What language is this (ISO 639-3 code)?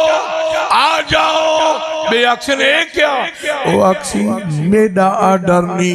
skr